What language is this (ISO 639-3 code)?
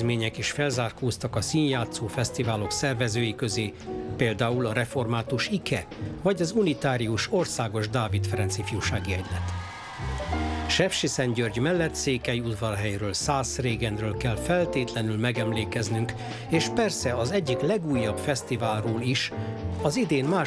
hun